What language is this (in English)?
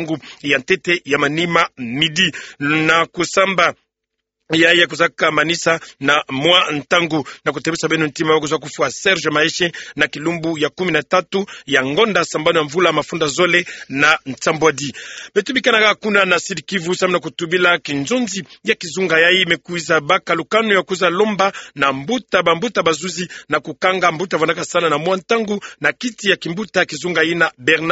Kituba (Democratic Republic of Congo)